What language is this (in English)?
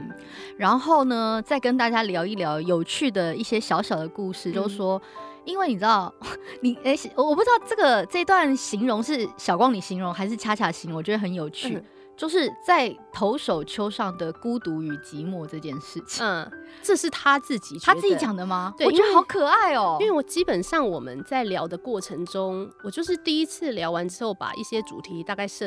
Chinese